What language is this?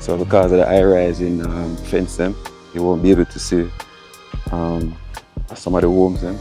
Jamaican Creole English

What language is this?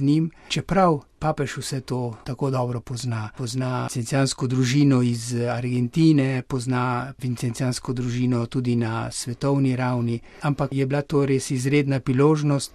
Slovenian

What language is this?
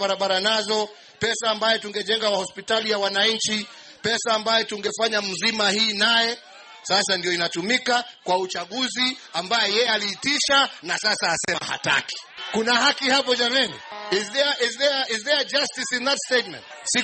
Swahili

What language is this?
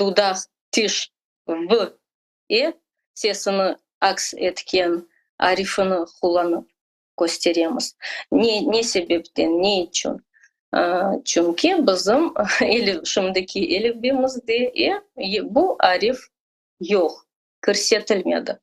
Crimean Tatar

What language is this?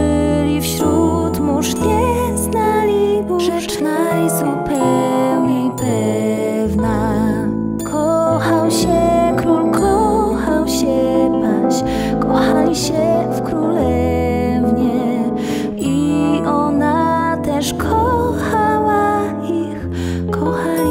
Polish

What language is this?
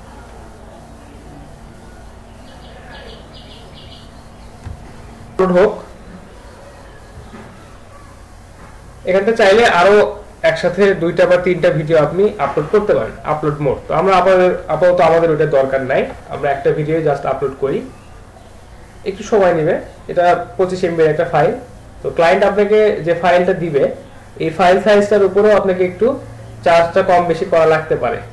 Bangla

